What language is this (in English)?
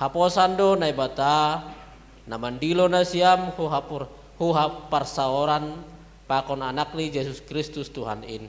Batak Simalungun